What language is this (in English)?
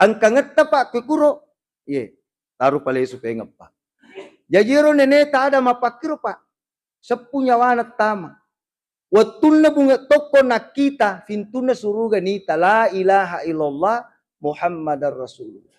Buginese